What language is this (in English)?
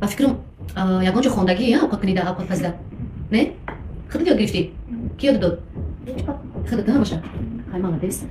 Tajik